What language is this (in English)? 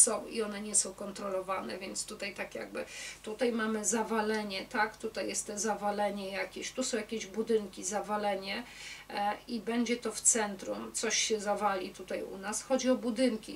Polish